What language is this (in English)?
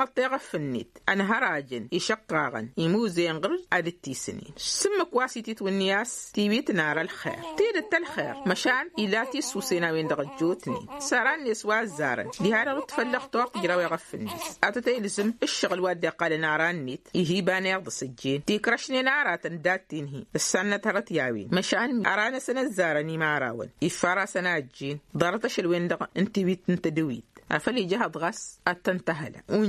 Tamasheq